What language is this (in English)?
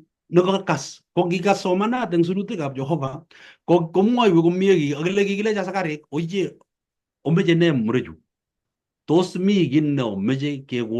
Kalenjin